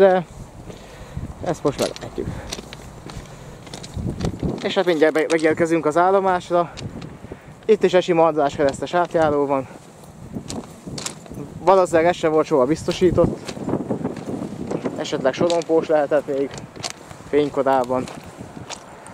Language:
Hungarian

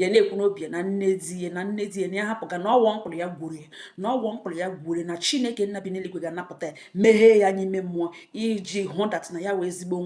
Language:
Igbo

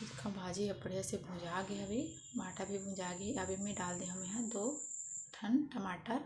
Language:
Chhattisgarhi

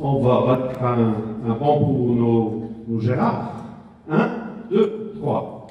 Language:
Picard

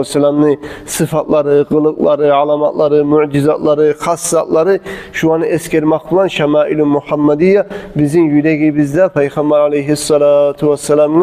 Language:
Kumyk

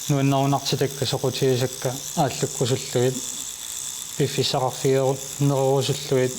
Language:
Kalaallisut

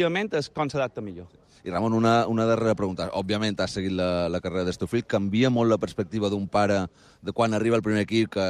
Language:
Catalan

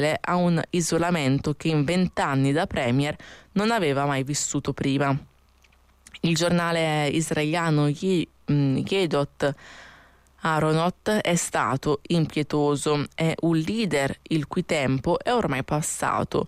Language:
Italian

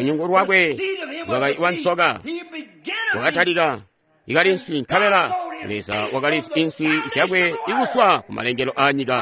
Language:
Tonga (Zambia)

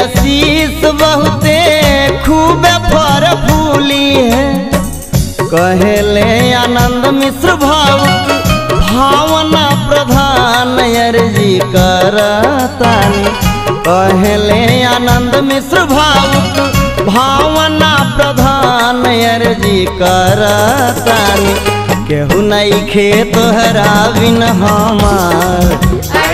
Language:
Bhojpuri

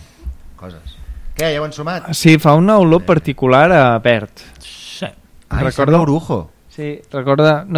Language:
Catalan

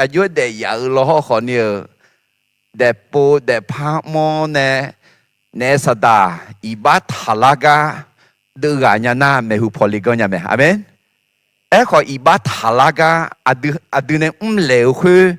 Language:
Akha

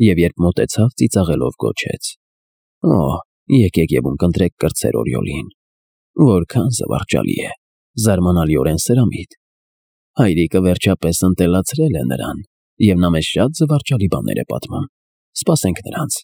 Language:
Armenian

